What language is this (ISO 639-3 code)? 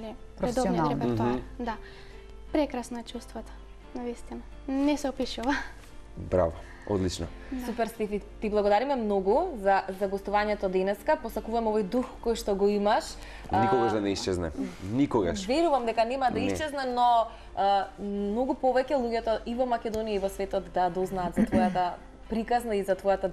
mkd